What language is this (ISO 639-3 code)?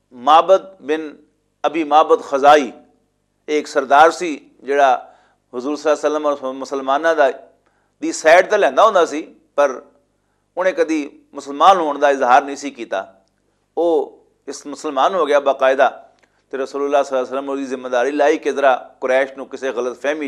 lah